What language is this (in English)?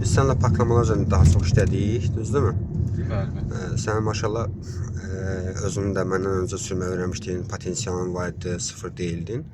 Azerbaijani